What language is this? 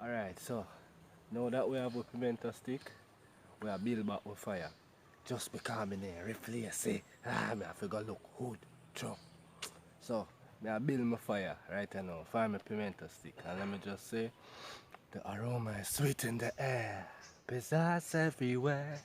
Jamaican Creole English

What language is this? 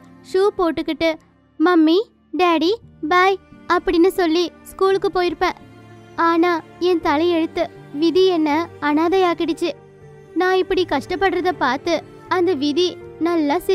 Tamil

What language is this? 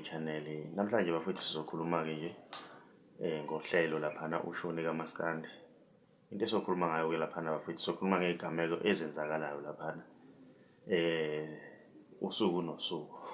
Zulu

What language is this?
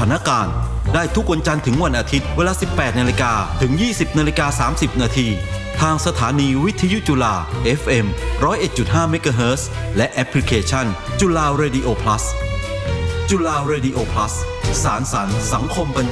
Thai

